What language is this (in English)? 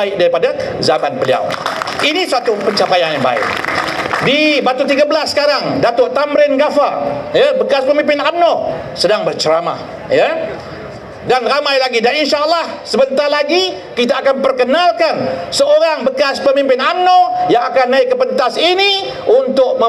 Malay